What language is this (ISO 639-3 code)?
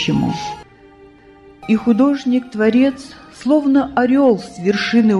rus